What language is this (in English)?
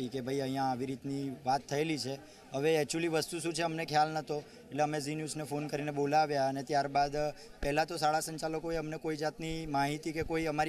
Gujarati